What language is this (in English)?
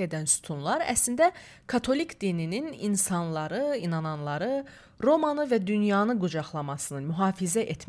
Azerbaijani